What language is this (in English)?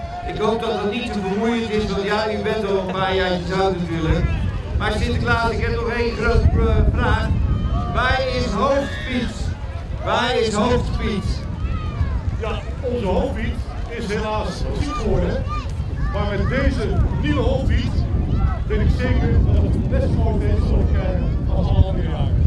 Dutch